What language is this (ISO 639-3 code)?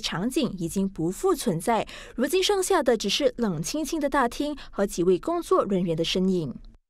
zho